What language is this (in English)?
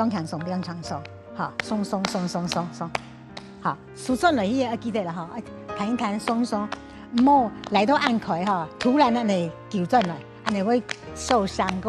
Hakka Chinese